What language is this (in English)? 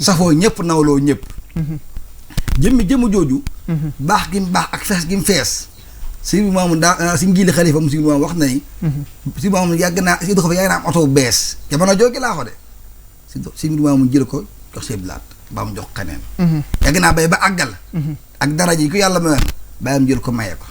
Wolof